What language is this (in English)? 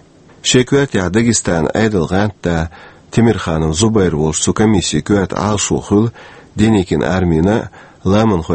Chechen